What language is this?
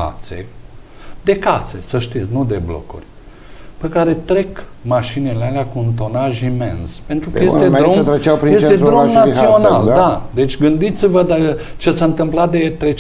Romanian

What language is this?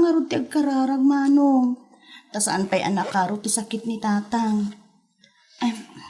Iloko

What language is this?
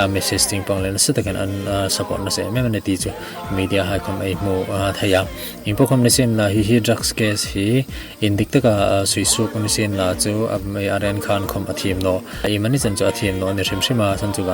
Hmar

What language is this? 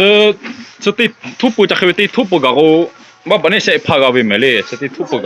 Lahu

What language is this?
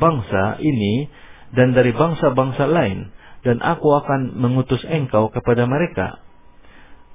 Indonesian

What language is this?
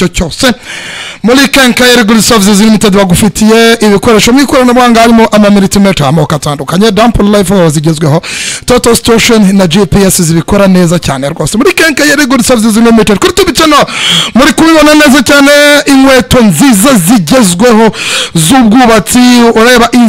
Kinyarwanda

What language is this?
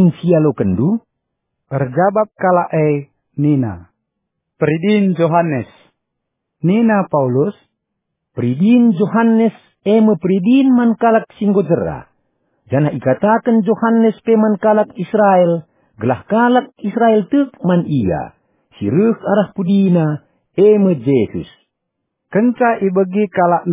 Batak Karo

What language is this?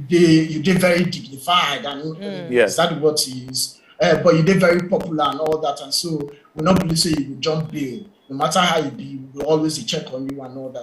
Nigerian Pidgin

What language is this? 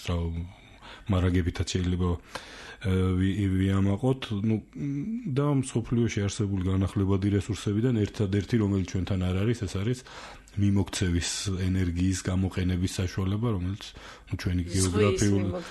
Georgian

